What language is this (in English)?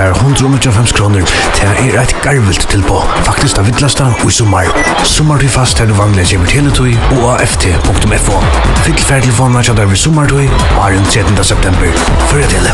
Faroese